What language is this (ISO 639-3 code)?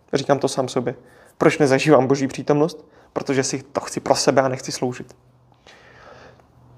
ces